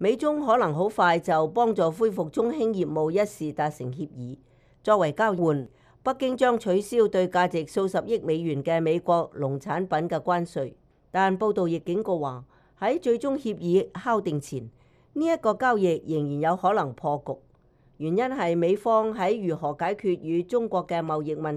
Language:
Cantonese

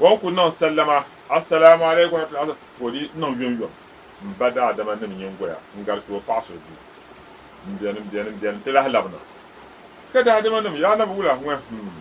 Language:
Dagbani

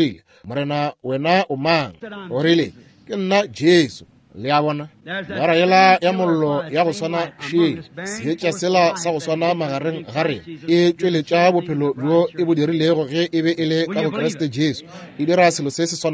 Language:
Northern Sotho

